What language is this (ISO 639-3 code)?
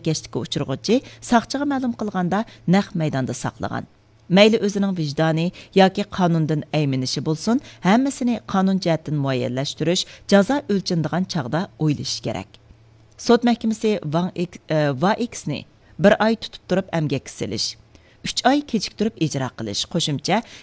uig